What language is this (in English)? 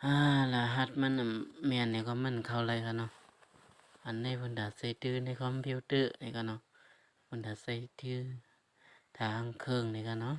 Shan